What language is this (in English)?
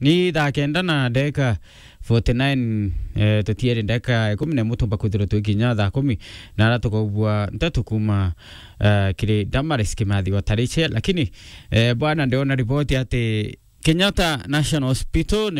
Meru